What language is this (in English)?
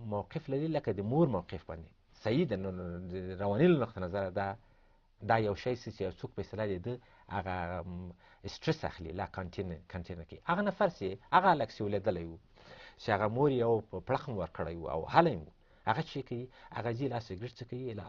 Pashto